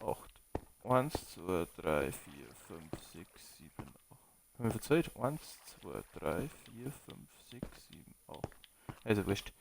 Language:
Bavarian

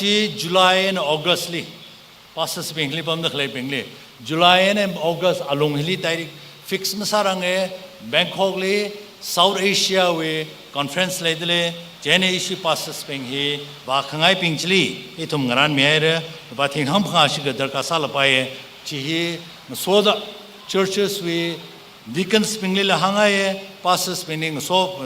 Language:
Tangkhul Naga (India)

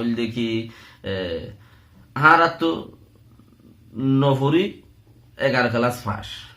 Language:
Rohingya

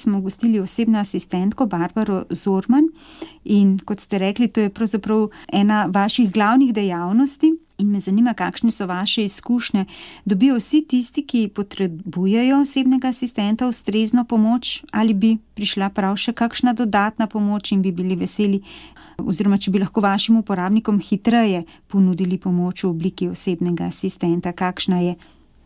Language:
Slovenian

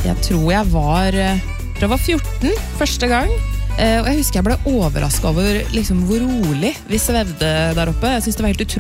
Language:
Norwegian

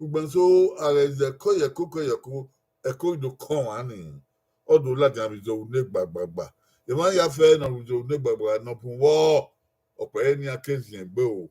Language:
Bini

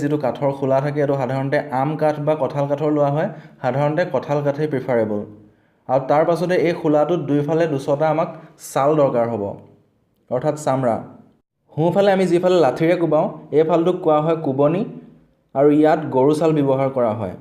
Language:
Assamese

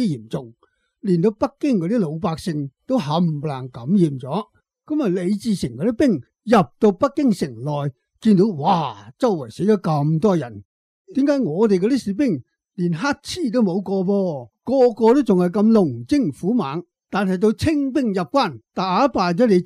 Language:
Cantonese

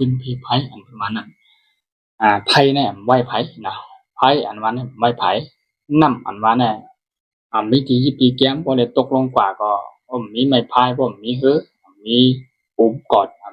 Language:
Shan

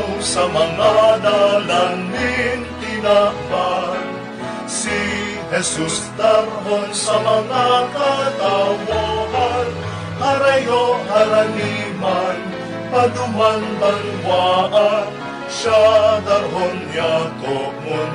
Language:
Bikol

